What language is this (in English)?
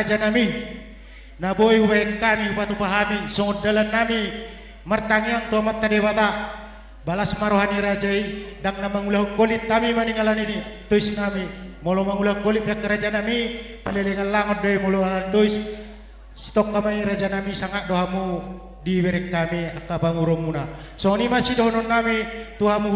Batak Toba